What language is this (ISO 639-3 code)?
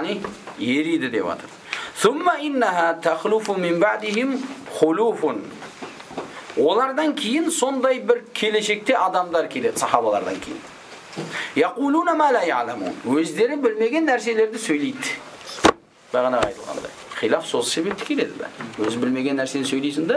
kaz